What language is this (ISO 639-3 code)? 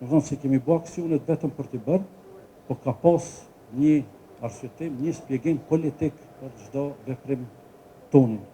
sqi